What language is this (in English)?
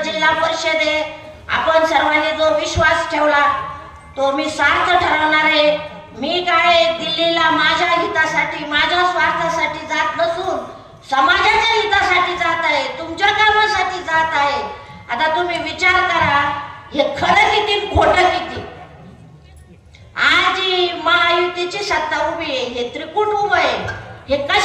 Marathi